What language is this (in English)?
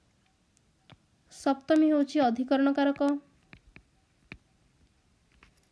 Odia